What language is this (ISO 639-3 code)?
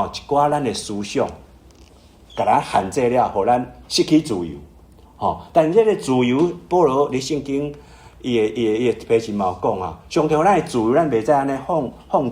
nan